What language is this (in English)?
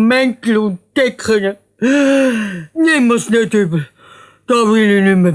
Swiss German